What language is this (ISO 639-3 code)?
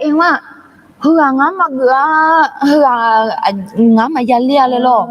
ahk